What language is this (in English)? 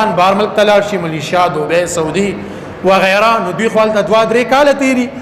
Pashto